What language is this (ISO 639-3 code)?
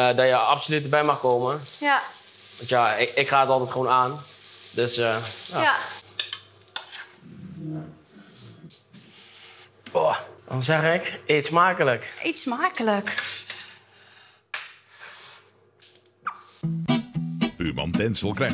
nld